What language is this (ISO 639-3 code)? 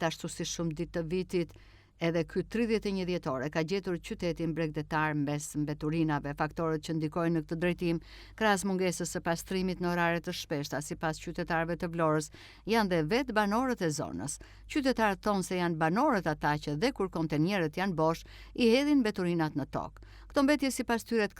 sqi